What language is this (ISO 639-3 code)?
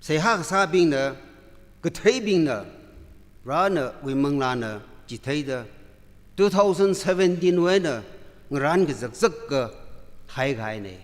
nmf